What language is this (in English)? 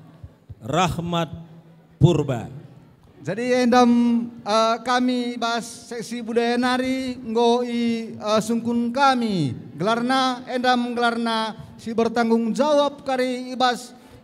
Batak Karo